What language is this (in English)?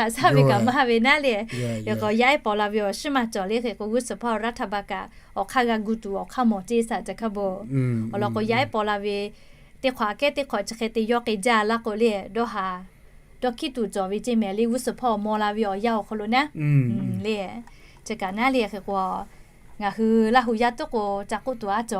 Lahu